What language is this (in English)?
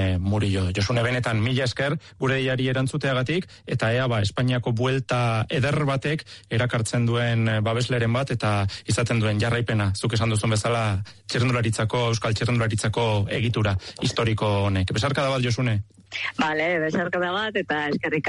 Basque